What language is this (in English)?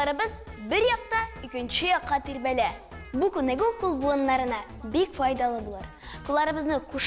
Tatar